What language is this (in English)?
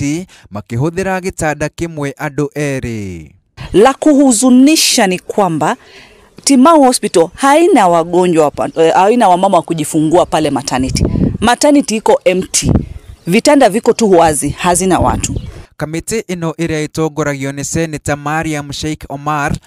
Kikuyu